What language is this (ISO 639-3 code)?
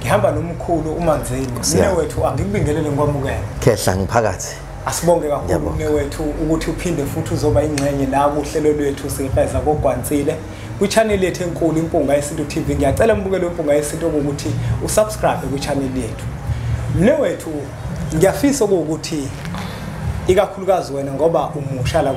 zul